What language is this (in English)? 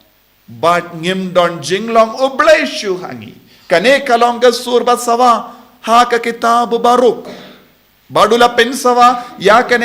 Khasi